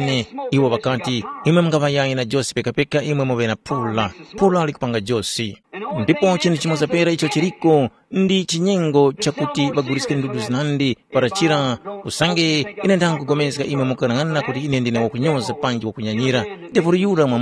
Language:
Tumbuka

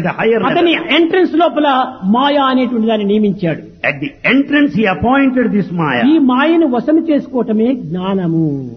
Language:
Telugu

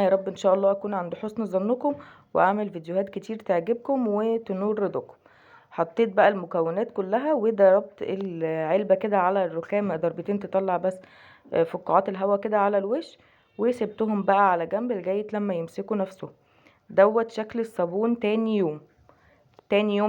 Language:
Egyptian Arabic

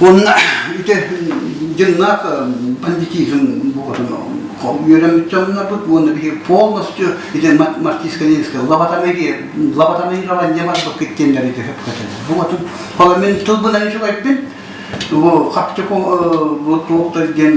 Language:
Yakut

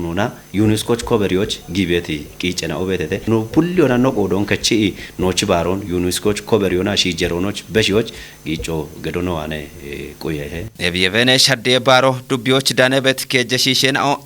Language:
Kafa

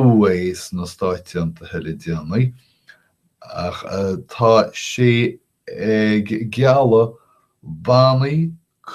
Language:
Irish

